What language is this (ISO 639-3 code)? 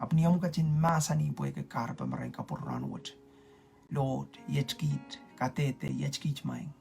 pon